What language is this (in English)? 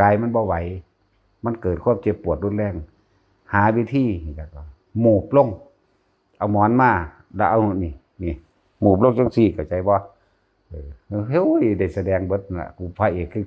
Northeastern Thai